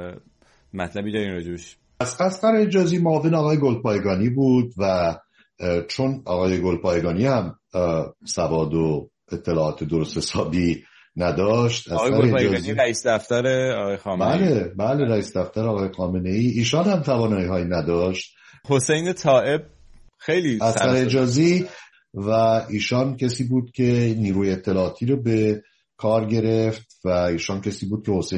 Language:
Persian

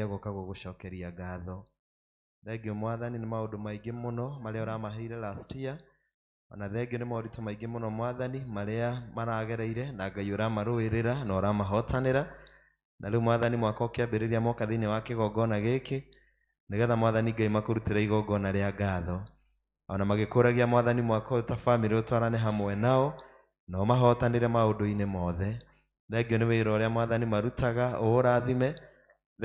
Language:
Kikuyu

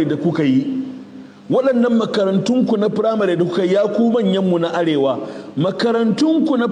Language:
Hausa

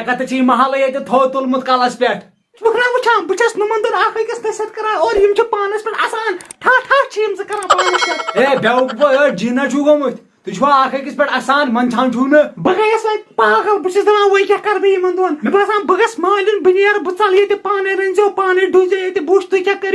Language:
Kashmiri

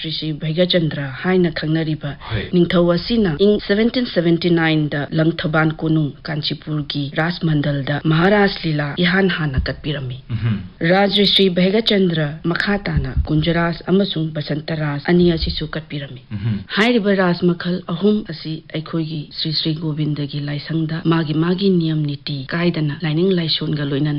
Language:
Manipuri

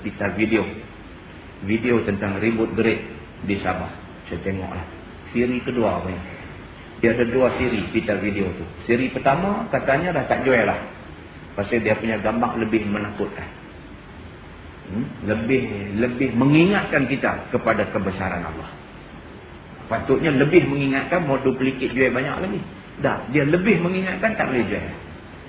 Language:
Malay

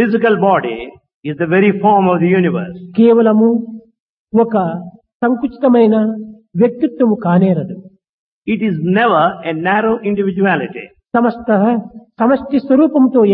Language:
Telugu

